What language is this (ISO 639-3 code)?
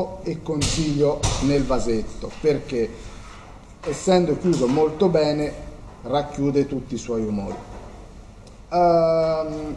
ita